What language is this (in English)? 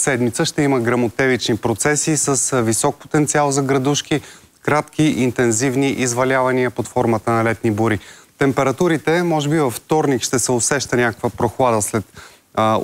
Bulgarian